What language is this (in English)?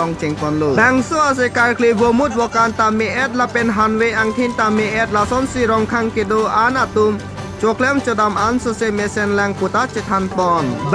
Karbi